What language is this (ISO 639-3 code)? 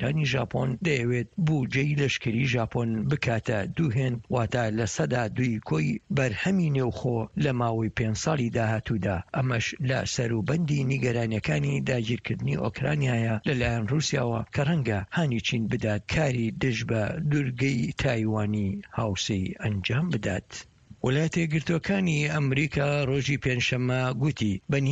ckb